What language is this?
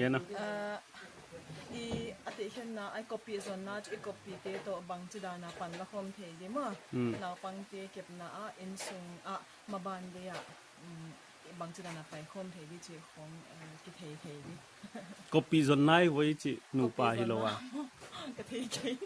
Paite Chin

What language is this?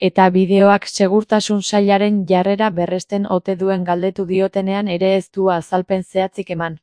Basque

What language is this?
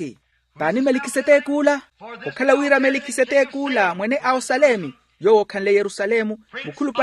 Makhuwa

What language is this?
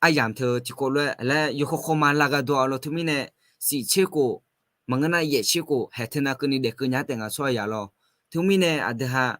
Akha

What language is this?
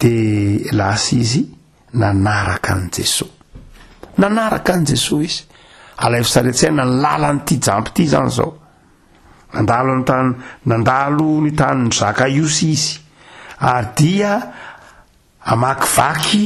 Malagasy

